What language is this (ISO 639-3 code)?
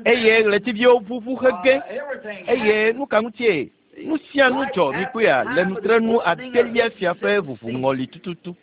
ewe